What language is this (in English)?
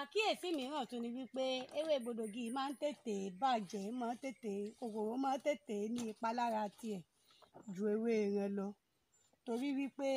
Yoruba